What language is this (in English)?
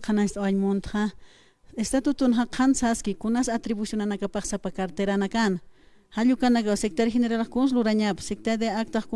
Aymara